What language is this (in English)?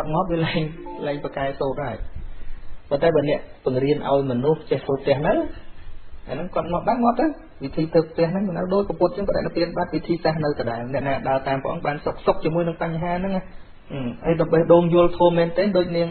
Khmer